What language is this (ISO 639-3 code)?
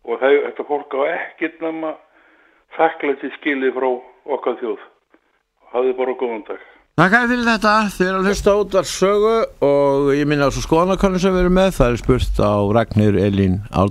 isl